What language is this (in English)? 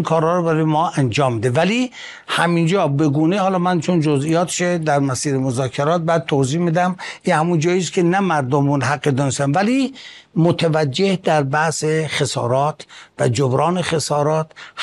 Persian